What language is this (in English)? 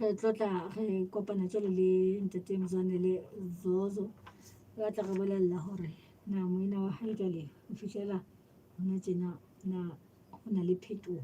Southern Sotho